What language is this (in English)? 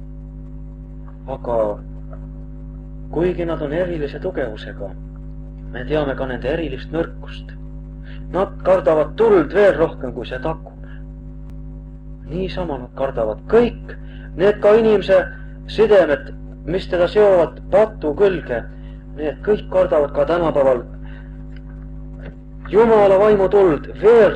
Estonian